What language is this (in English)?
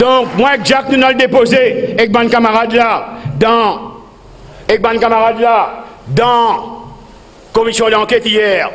Morisyen